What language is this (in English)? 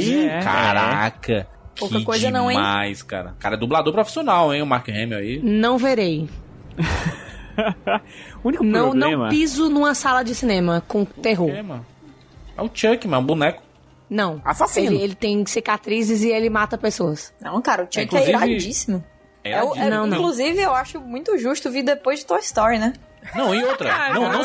Portuguese